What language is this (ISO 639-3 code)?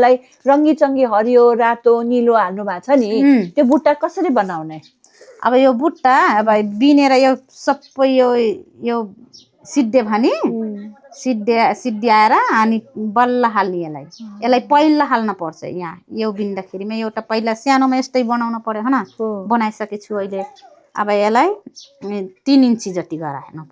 nep